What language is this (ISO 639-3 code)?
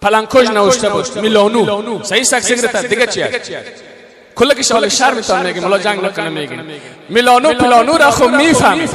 fas